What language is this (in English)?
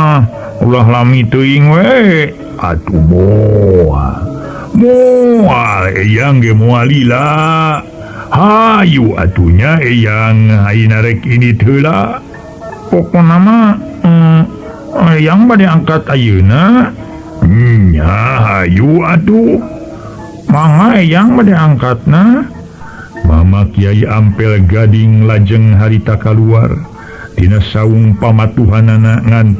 Sundanese